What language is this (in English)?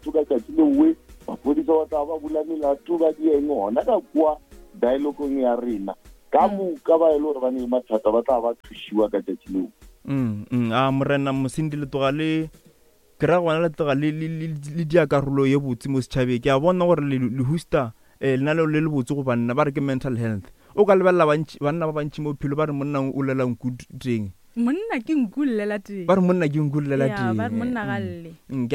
Northern Sotho